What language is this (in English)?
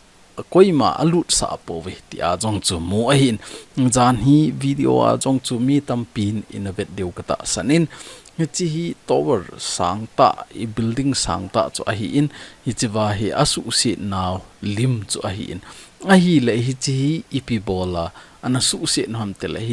Thado Chin